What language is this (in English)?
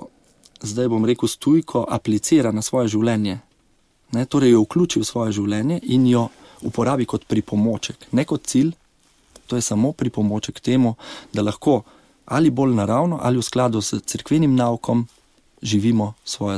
Slovenian